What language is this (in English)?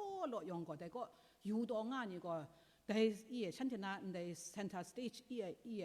Kachin